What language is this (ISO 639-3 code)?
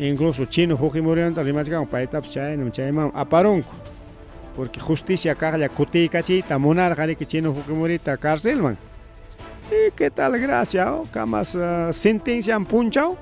quy